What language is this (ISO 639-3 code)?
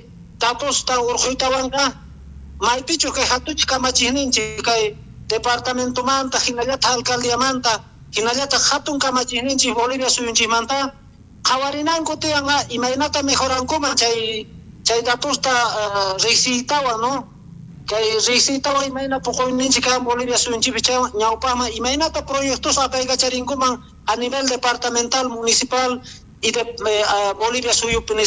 quh